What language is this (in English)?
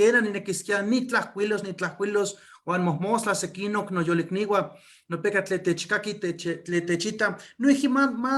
Eastern Huasteca Nahuatl